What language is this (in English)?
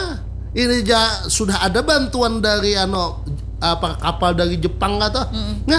Banjar